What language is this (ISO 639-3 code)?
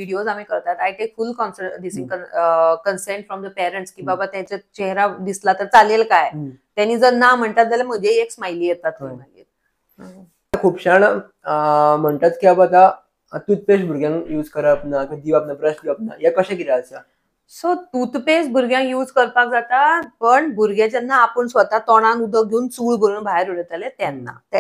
kok